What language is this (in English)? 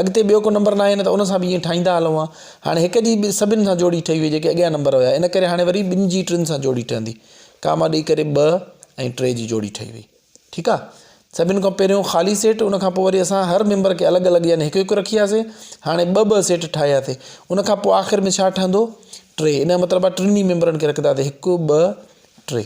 Sindhi